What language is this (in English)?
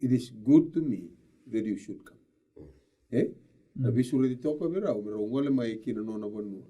Fijian